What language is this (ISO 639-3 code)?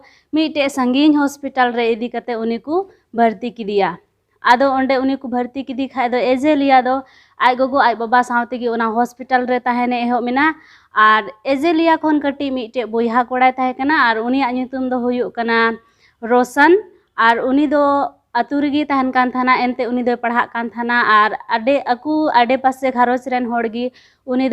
sat